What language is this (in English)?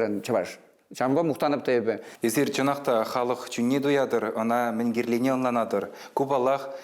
Chuvash